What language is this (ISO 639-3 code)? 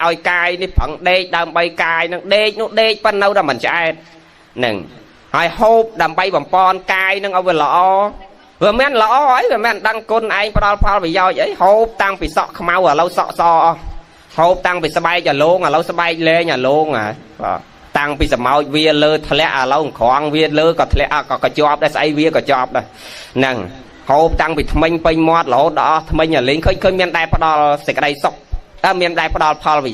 khm